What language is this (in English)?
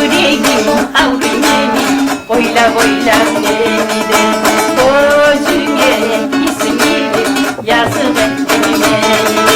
Kumyk